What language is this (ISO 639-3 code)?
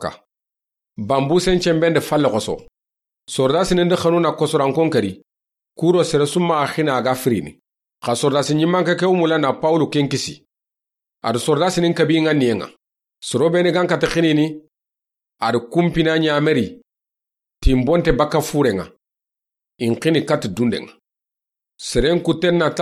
snk